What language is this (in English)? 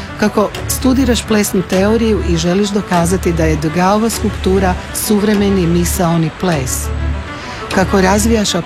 Croatian